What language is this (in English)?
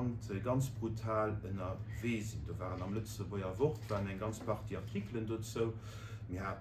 Luxembourgish